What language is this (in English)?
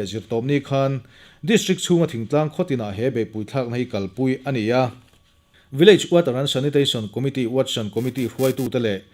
Mizo